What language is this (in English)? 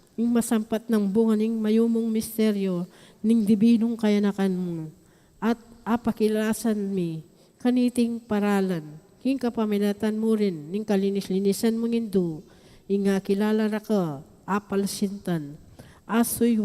Pampanga